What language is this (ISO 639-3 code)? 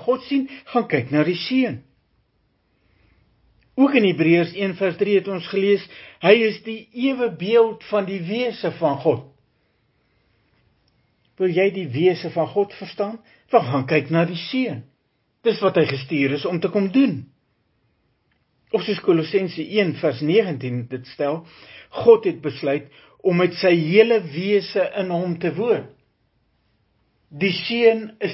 afr